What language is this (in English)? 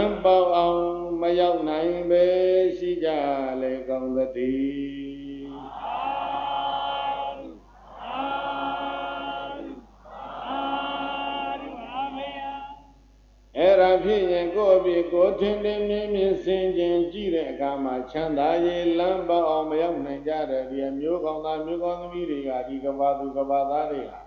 Burmese